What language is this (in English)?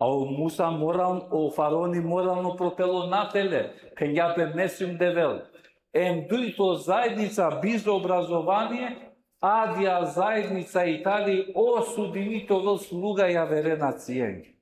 Balkan Romani